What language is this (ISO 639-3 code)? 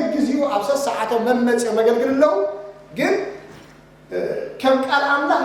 tir